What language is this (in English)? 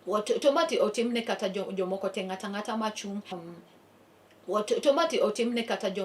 Luo (Kenya and Tanzania)